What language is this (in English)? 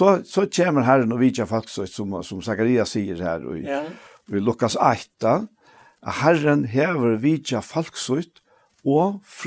Faroese